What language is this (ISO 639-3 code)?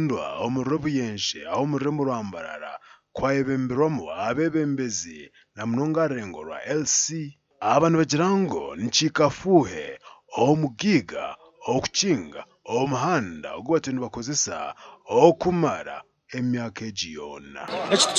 nyn